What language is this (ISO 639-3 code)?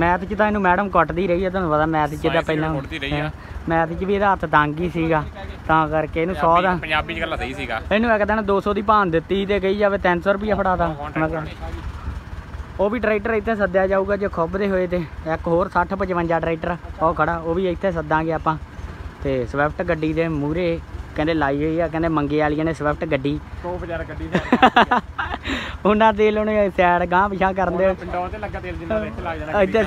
pan